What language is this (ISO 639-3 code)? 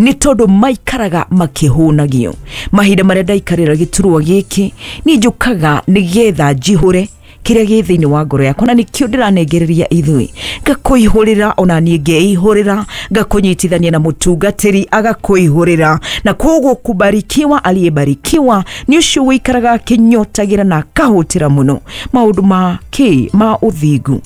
kik